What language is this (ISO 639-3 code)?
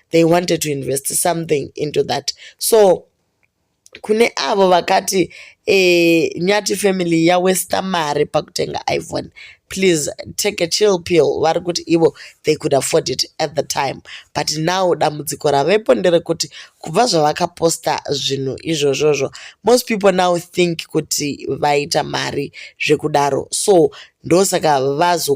sna